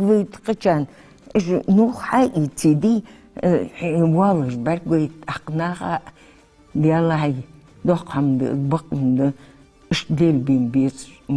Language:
Ingush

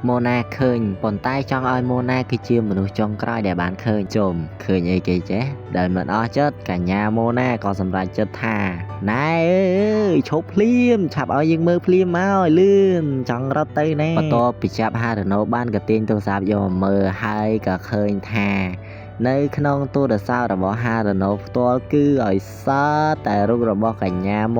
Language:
Khmer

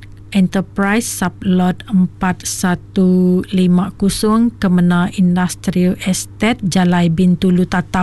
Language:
Iban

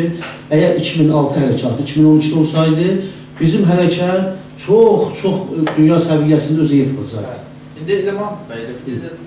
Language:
South Azerbaijani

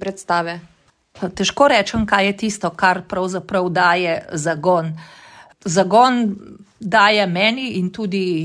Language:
Slovenian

